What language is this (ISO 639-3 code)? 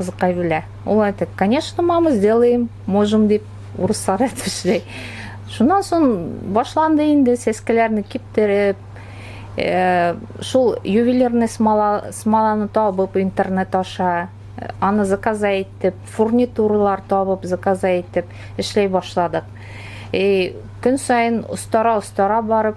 bak